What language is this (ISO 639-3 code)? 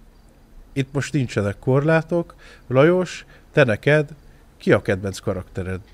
hun